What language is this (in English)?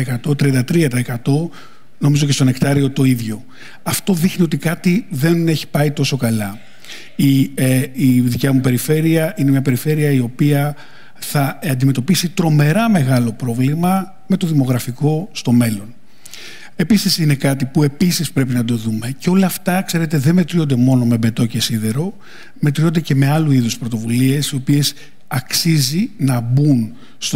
Greek